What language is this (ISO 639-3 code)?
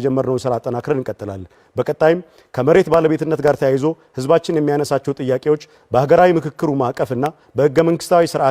amh